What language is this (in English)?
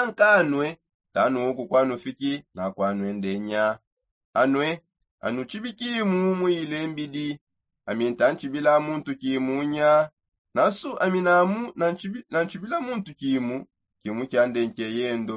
Songe